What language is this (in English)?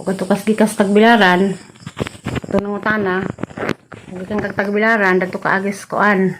Cebuano